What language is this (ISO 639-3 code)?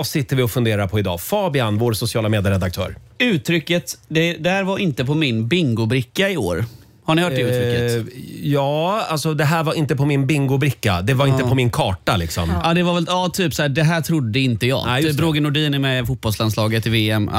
swe